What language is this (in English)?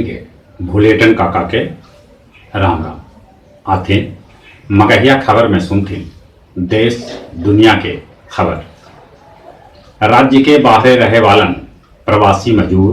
Magahi